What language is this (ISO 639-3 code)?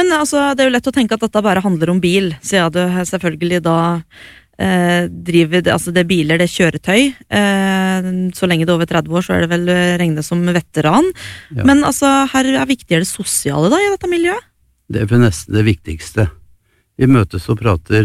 nor